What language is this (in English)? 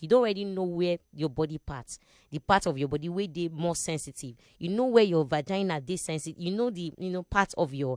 Nigerian Pidgin